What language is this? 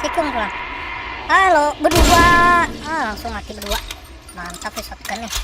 Banjar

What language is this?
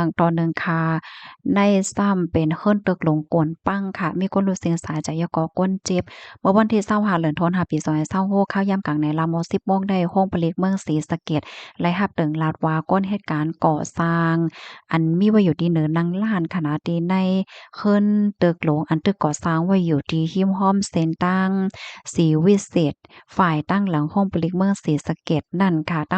Shan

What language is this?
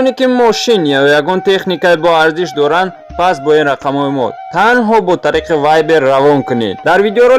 Tajik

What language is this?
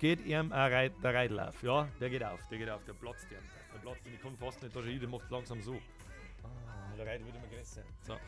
Bavarian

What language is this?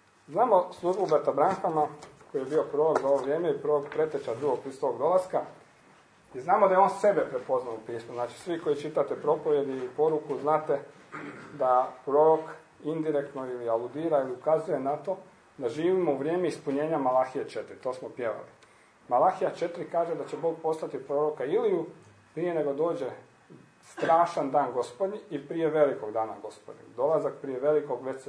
Croatian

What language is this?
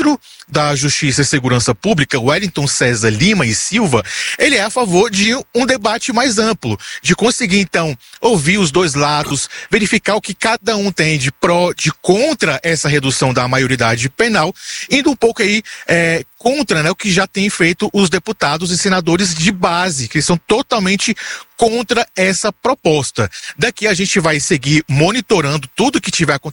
Portuguese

